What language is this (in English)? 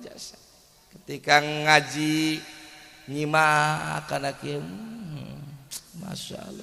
Sundanese